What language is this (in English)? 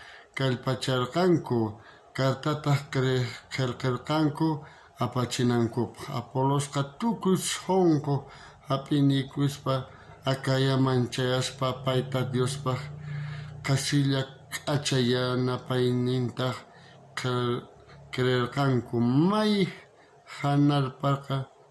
South Bolivian Quechua